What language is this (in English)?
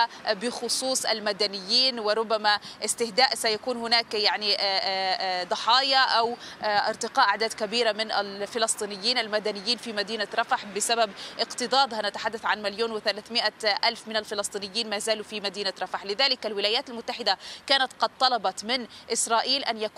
Arabic